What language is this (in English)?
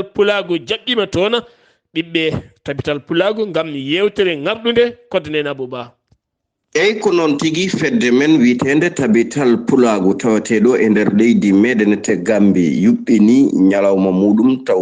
Fula